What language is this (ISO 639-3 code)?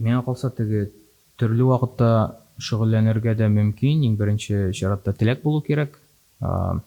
tat